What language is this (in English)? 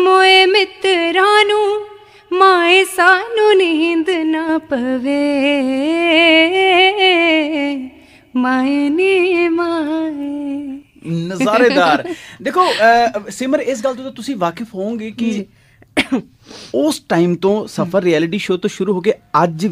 Punjabi